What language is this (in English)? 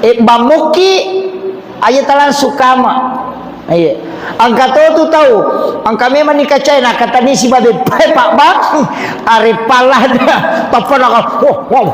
Buginese